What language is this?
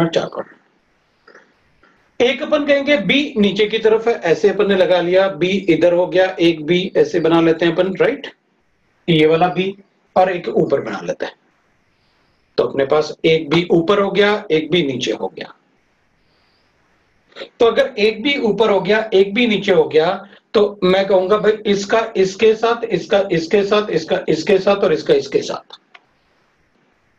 Hindi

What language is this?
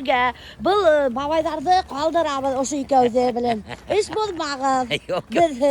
Bashkir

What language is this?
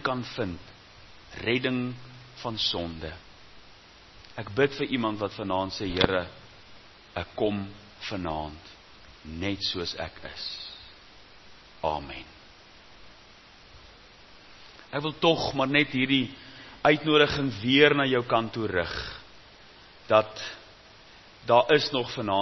Afrikaans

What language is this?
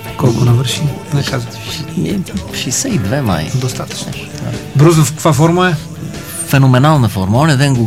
Bulgarian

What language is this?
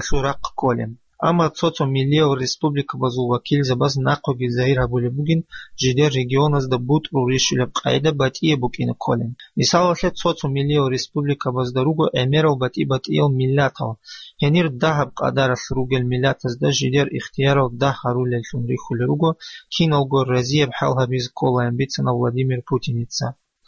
Avaric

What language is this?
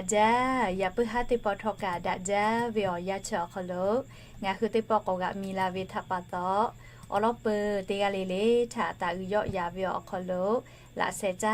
Lahu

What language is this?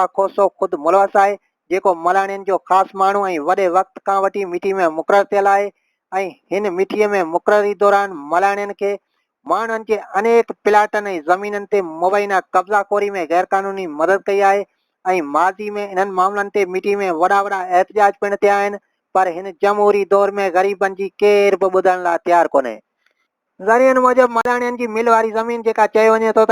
Sindhi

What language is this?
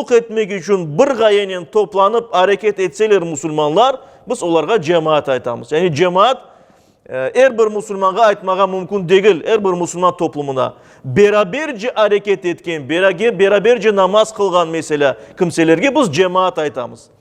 Crimean Tatar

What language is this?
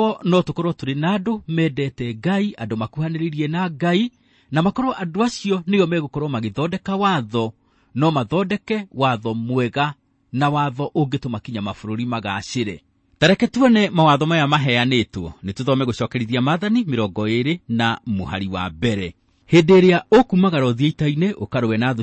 Kikuyu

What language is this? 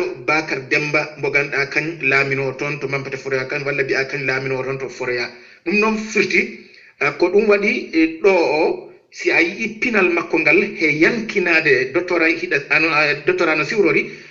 Fula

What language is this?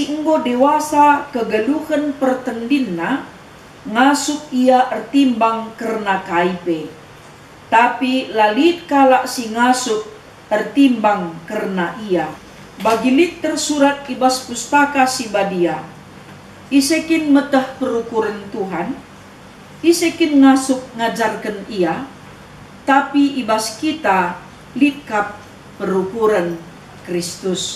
Batak Karo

